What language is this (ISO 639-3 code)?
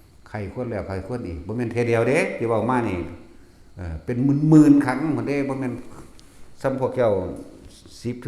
tts